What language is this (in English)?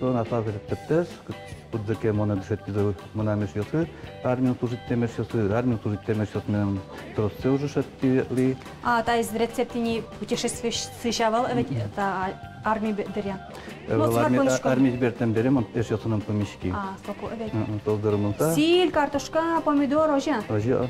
Udmurt